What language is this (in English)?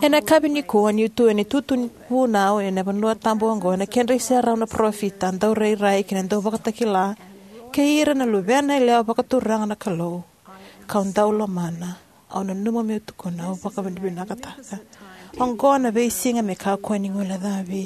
Fijian